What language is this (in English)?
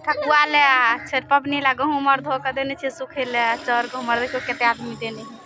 Maithili